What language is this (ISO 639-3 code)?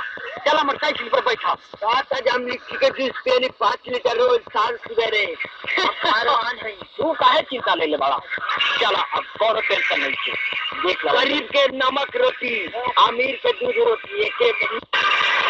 bho